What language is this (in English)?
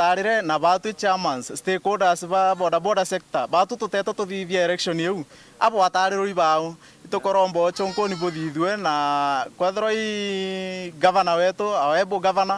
Meru